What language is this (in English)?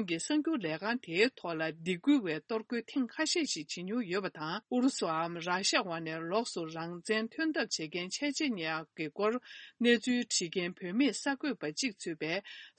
Tibetan